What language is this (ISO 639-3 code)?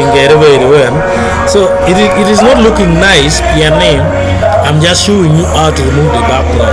ach